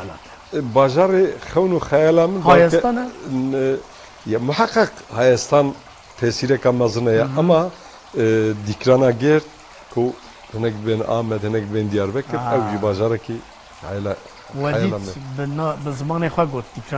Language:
Kurdish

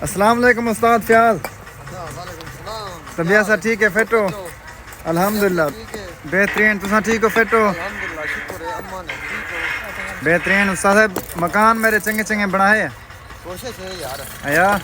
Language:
Saraiki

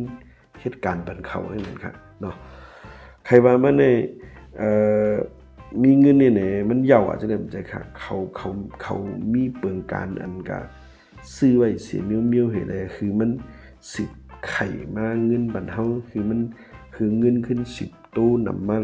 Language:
Shan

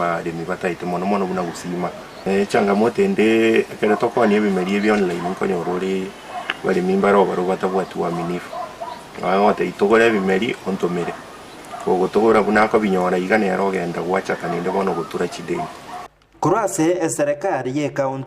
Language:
Gusii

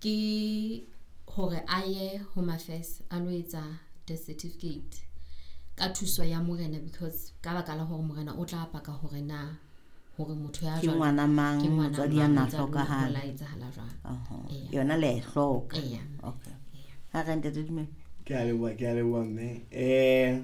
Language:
Southern Sotho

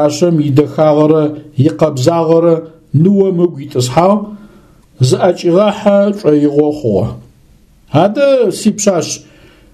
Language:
Adyghe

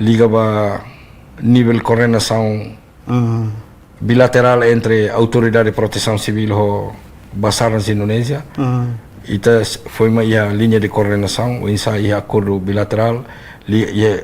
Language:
Tetum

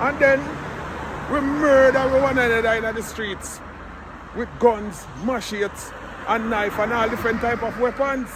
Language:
Jamaican Creole English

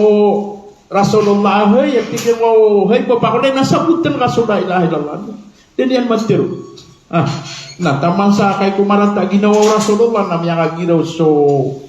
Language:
Maranao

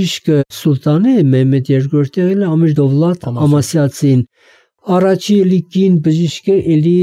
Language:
Armenian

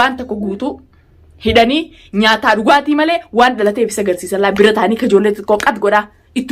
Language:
Oromo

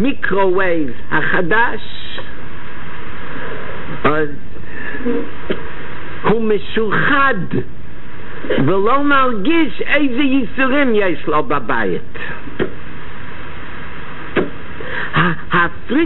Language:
Hebrew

